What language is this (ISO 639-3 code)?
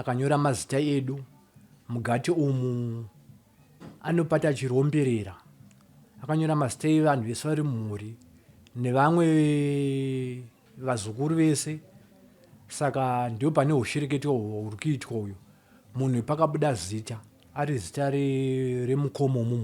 sna